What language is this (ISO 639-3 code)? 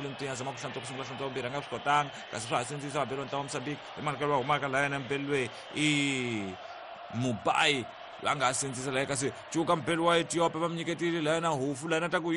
tso